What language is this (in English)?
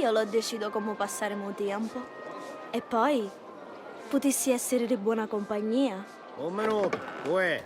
Sicilian